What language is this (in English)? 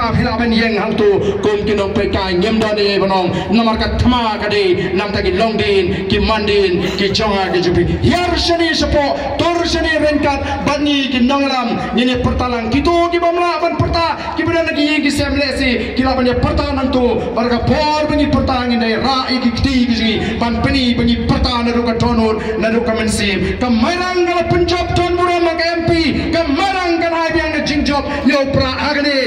Khasi